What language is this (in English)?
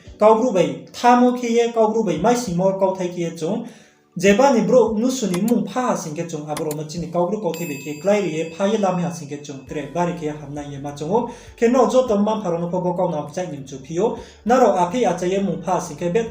Riang (India)